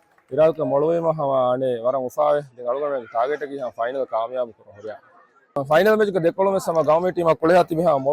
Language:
Divehi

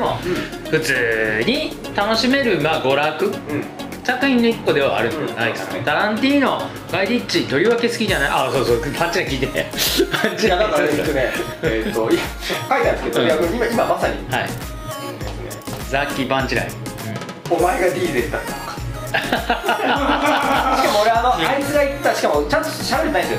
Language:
Japanese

